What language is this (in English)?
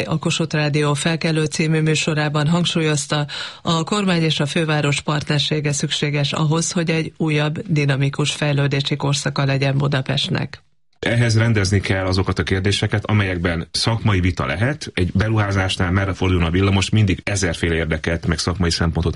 Hungarian